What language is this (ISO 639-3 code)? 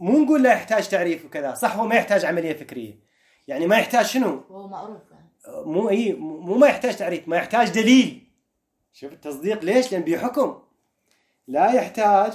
acm